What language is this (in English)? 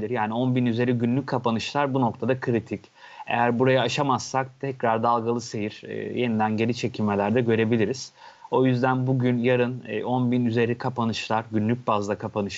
Turkish